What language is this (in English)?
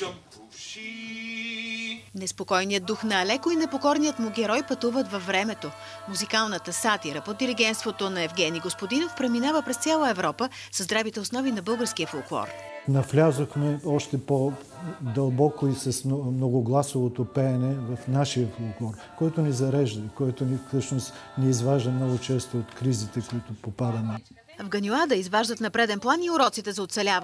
Bulgarian